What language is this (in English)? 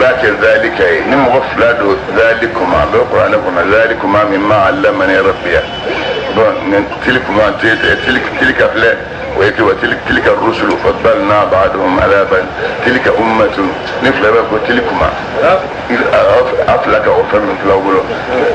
Bambara